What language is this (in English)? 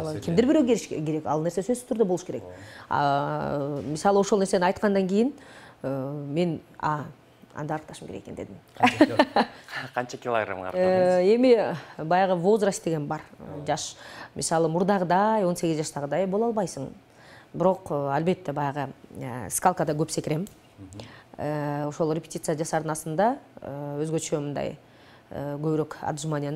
Kyrgyz